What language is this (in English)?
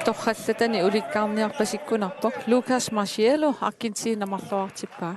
Kalaallisut